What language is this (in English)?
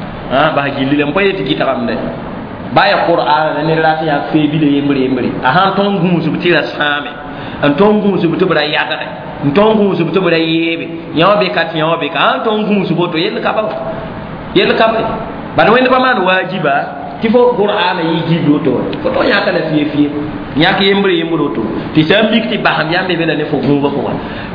Mossi